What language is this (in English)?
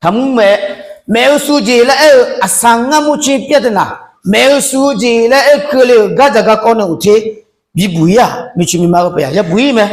Akha